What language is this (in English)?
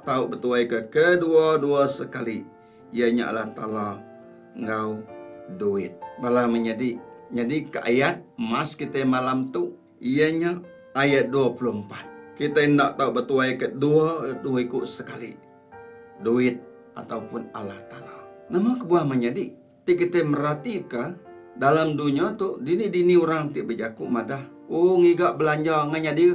Iban